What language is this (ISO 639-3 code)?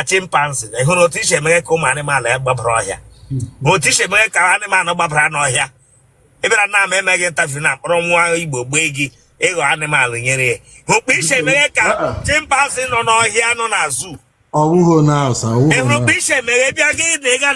ibo